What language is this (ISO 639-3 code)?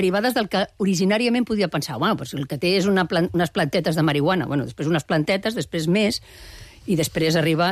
cat